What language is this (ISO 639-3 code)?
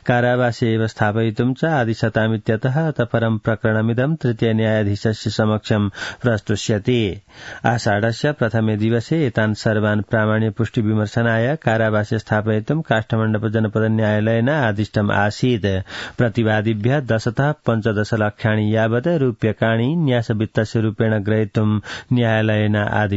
san